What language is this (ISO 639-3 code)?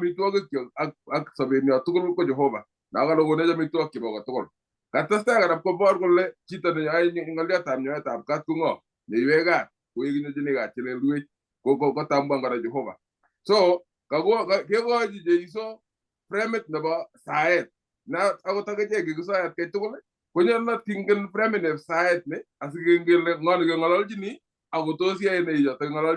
kln